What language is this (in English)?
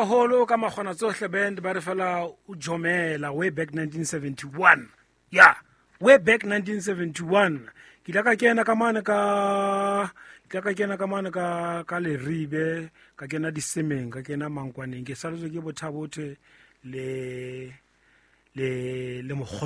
Southern Sotho